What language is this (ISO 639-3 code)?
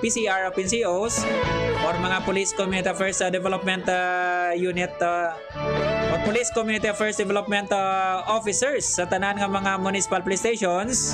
hil